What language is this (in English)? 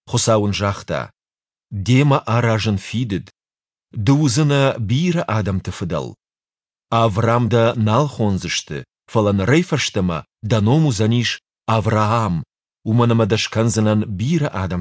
Ossetic